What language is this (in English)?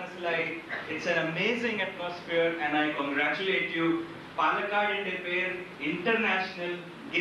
Malayalam